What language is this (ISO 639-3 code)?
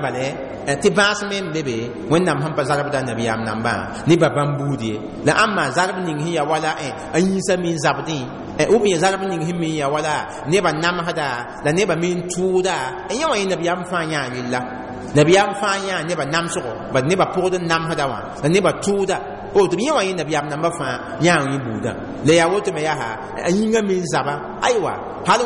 mos